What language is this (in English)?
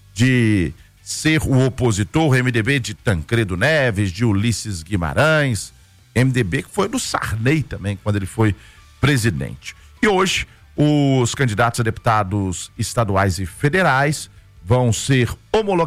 Portuguese